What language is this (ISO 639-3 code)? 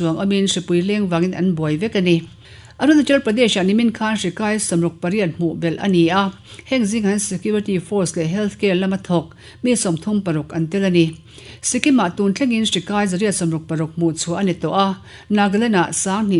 lus